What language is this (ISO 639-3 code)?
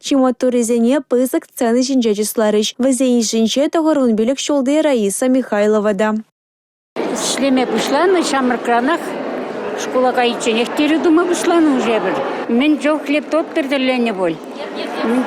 chv